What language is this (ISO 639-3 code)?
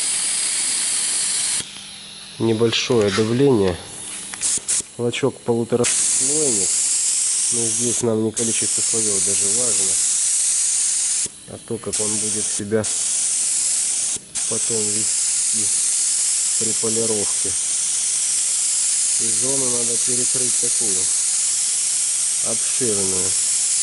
rus